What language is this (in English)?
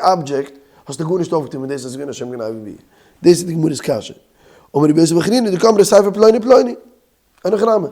Yiddish